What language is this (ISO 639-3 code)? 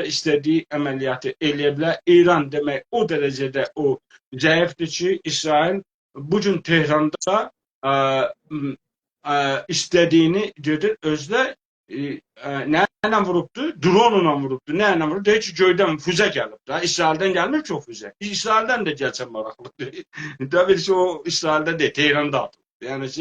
azb